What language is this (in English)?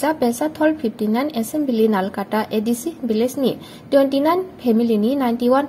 Kok Borok